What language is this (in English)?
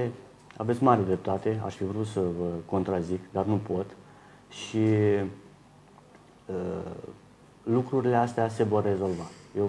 Romanian